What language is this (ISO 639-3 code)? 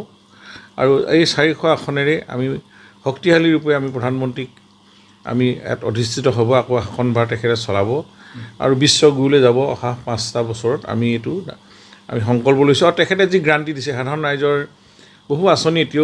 asm